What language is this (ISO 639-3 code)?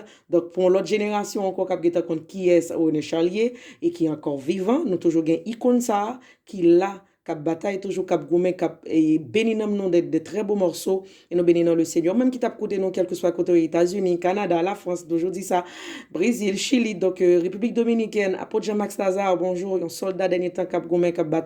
hat